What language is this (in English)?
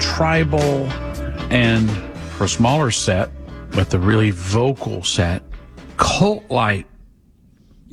English